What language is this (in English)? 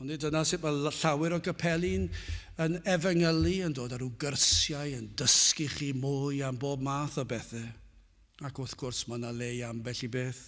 Welsh